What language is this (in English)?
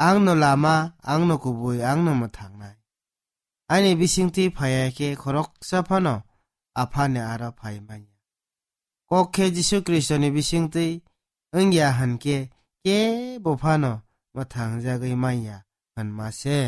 Kok Borok